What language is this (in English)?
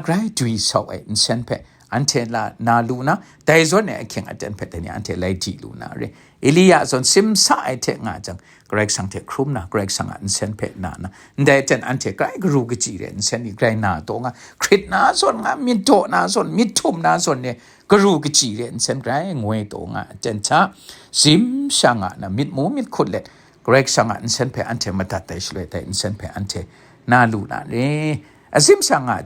Kachin